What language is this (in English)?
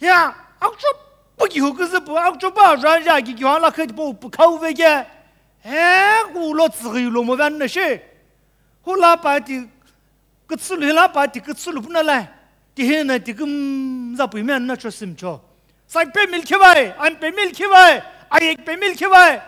Sumi Naga